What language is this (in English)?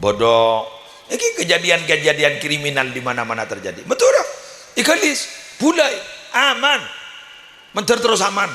Madurese